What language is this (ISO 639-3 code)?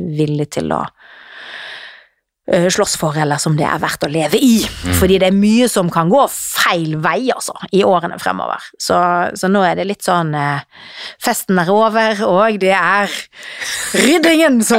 nor